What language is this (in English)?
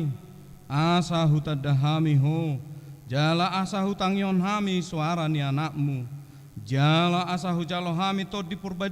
Batak Toba